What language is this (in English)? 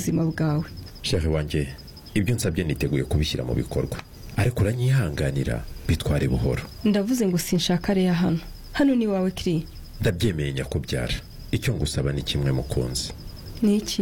Kinyarwanda